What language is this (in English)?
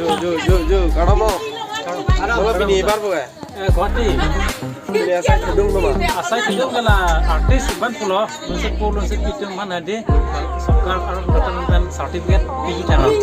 Karbi